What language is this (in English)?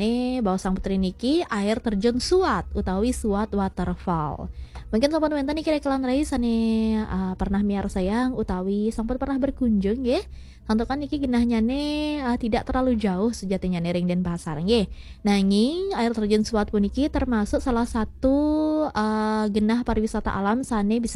Balinese